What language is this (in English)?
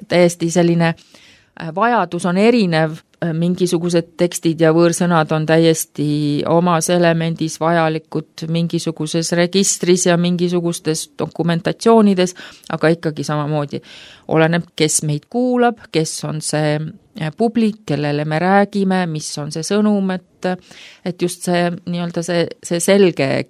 Estonian